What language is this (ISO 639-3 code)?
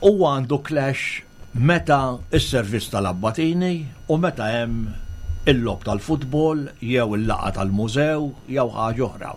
mlt